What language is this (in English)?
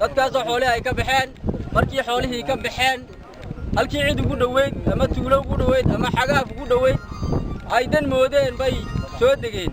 Somali